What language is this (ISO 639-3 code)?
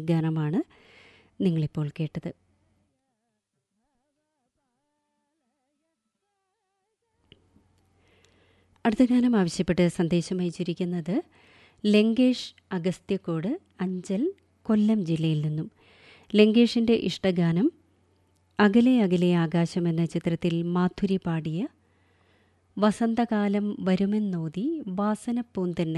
mal